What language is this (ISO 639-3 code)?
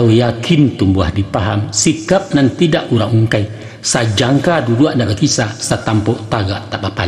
min